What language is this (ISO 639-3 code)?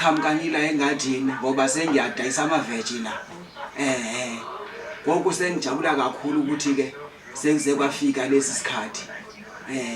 zul